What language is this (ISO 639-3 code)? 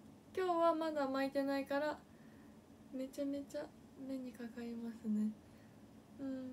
jpn